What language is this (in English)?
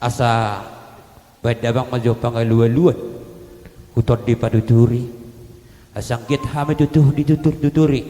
Batak Toba